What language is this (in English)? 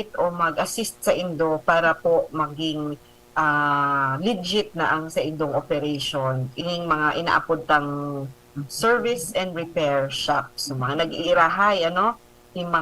Bikol